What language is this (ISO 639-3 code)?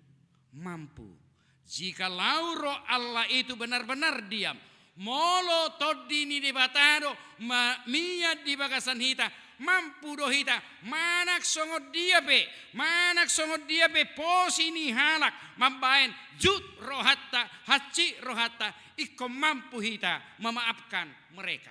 bbc